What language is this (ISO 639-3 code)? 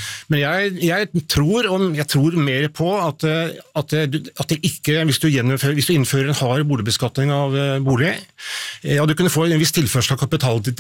nor